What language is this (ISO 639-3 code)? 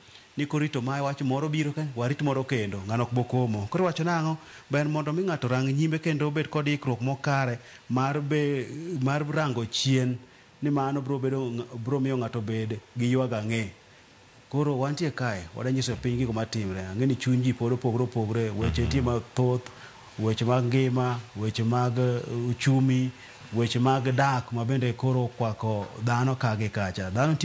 luo